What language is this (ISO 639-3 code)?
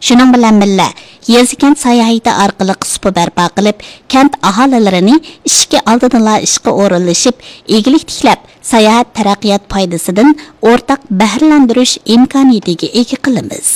uig